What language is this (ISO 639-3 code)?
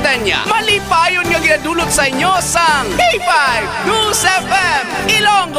hil